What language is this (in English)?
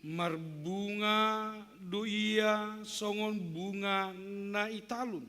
Batak Simalungun